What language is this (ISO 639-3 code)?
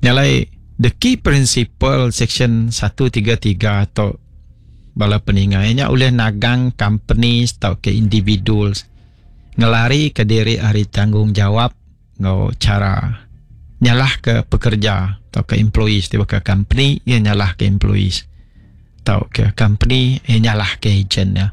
iba